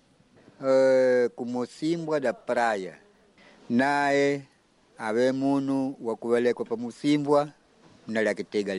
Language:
Makonde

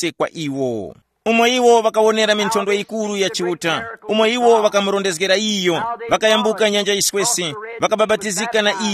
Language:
Tumbuka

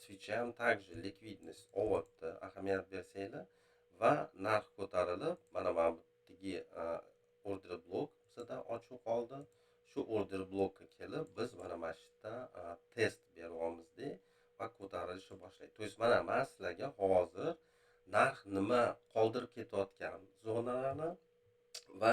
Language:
Uzbek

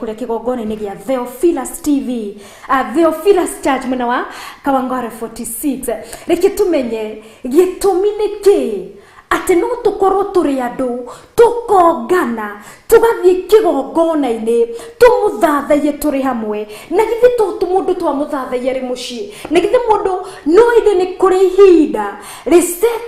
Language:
Kikuyu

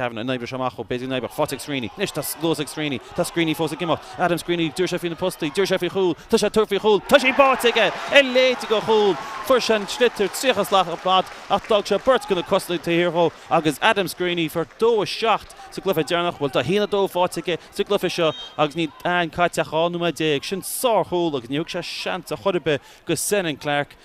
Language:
Irish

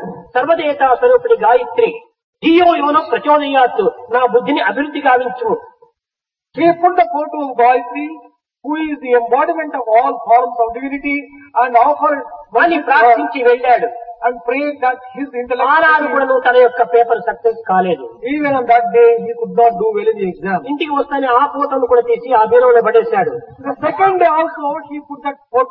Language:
Telugu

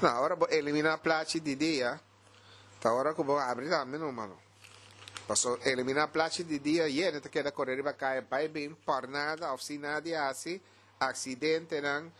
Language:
Papiamento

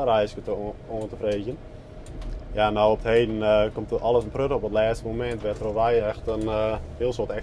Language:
Western Frisian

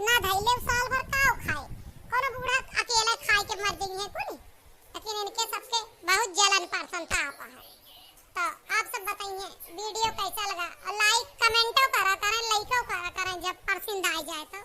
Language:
Awadhi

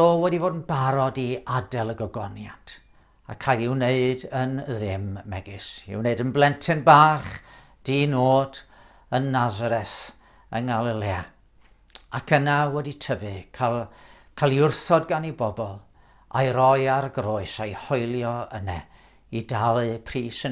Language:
Welsh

